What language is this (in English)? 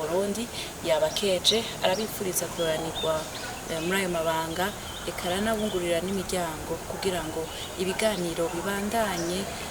Rundi